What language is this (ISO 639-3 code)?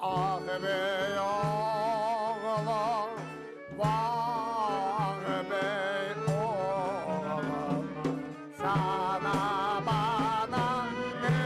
crh